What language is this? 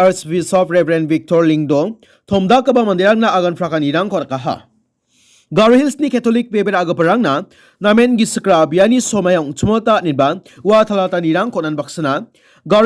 Garo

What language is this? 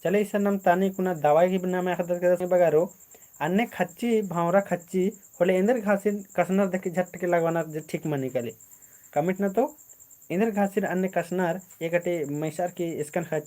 Kurukh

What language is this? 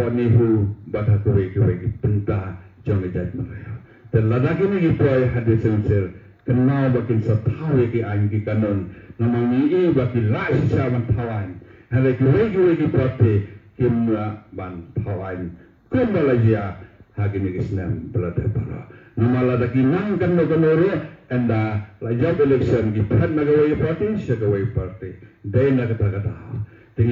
Khasi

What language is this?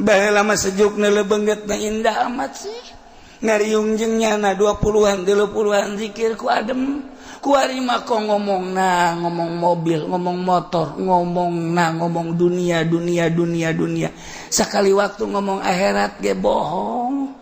Sundanese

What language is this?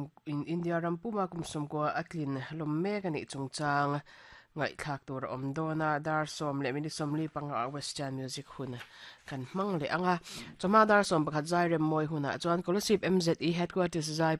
Mizo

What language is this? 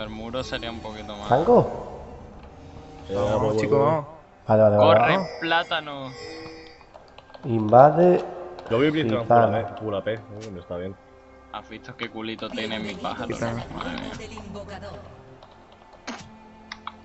Spanish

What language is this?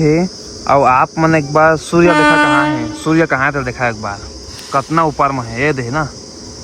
Chhattisgarhi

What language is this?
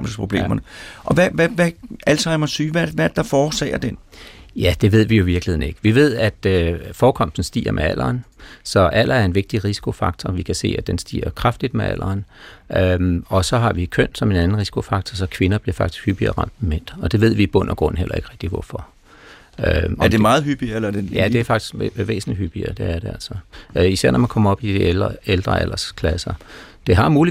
Danish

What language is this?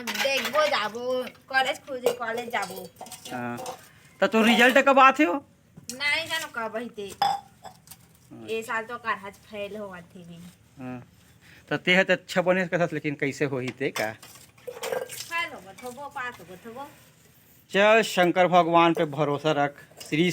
Chhattisgarhi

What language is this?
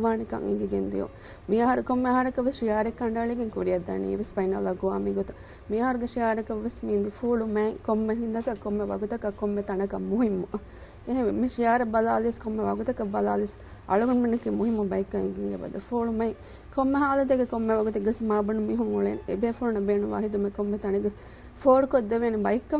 Divehi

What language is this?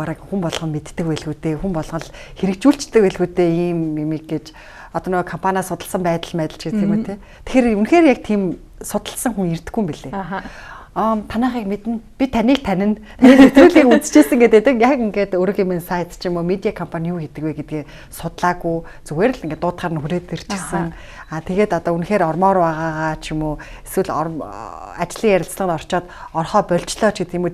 Mongolian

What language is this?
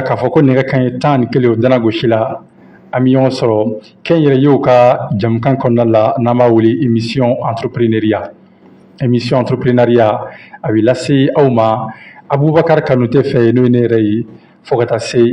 Bambara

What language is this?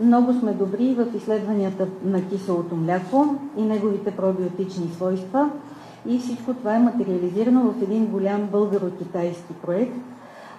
Bulgarian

